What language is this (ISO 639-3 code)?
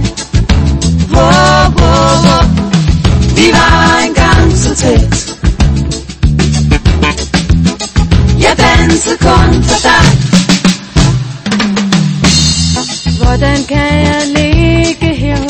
dan